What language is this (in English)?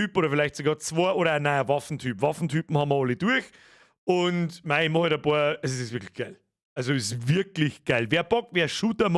Bavarian